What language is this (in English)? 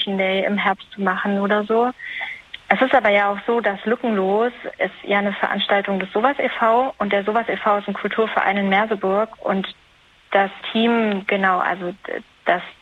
German